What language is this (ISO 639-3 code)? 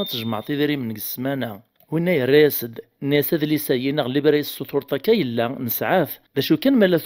kab